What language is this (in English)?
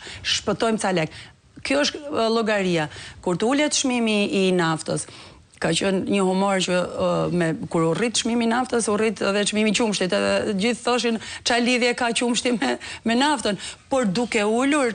Albanian